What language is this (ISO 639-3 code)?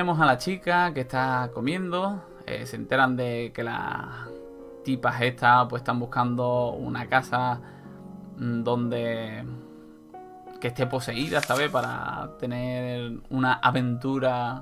spa